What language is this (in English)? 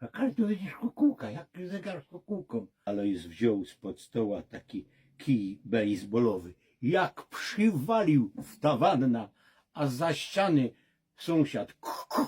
Silesian